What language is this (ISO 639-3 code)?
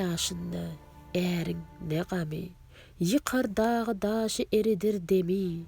tuk